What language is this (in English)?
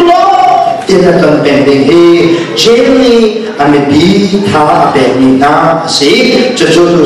Hakha Chin